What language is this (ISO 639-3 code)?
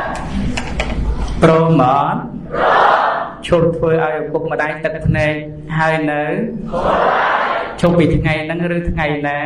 khm